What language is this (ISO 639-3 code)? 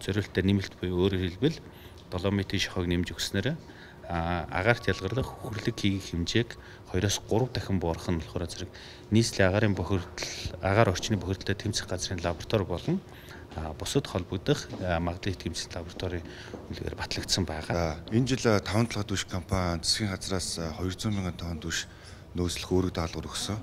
mon